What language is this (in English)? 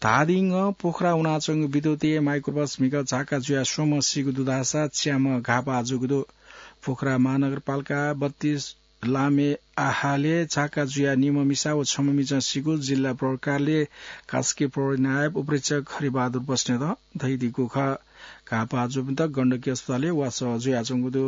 Newari